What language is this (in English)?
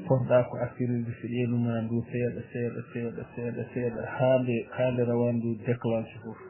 Fula